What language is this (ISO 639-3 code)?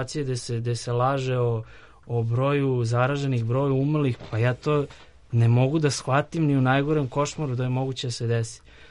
srp